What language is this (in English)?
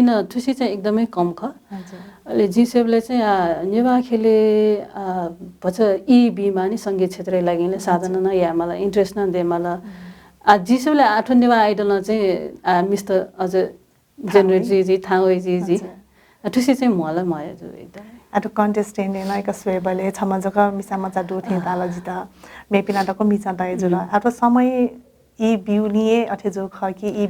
Newari